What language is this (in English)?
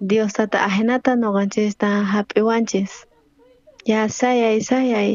South Bolivian Quechua